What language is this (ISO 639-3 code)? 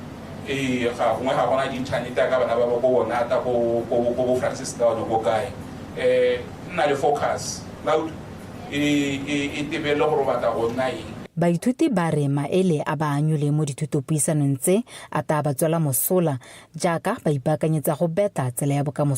tsn